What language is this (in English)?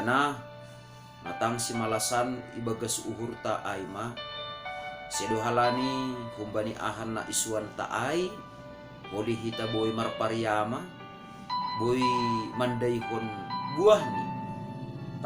Batak Simalungun